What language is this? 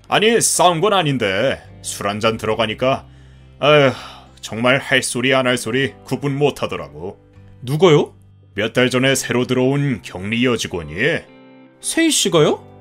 Korean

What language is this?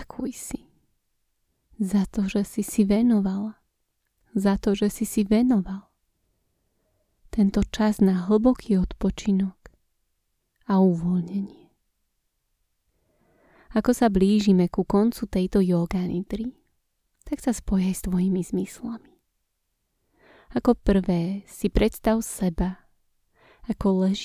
Slovak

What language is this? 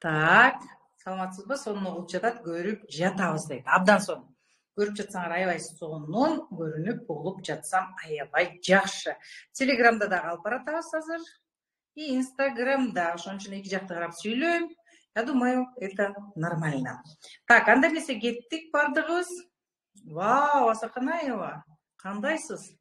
Kyrgyz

